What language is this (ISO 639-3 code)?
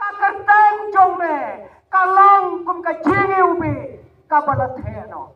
kha